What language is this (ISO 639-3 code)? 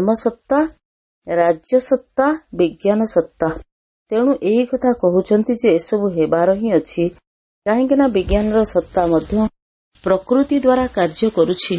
ori